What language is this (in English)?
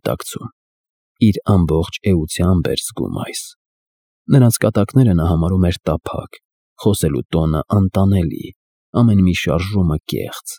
Armenian